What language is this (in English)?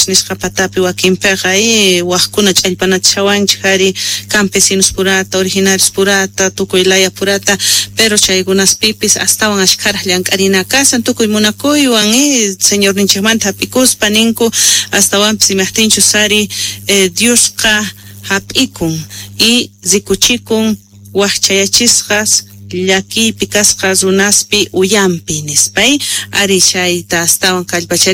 Quechua